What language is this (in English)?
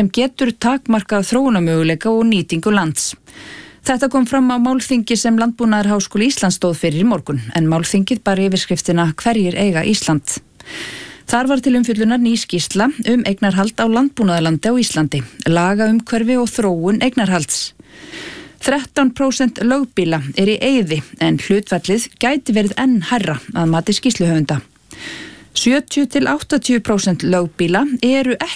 Icelandic